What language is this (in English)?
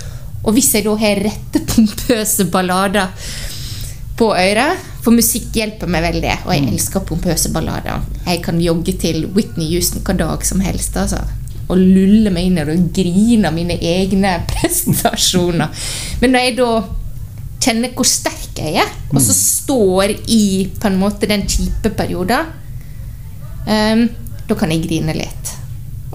Norwegian